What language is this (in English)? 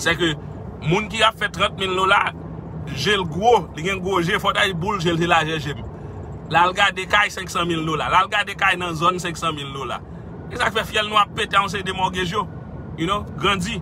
Haitian Creole